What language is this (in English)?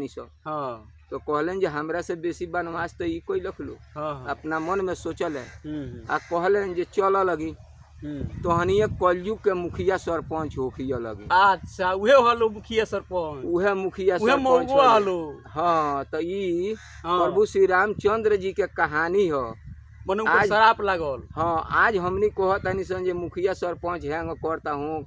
Bhojpuri